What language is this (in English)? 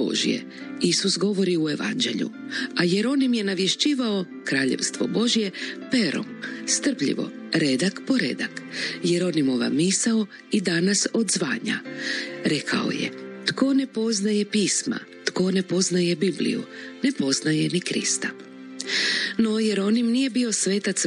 Croatian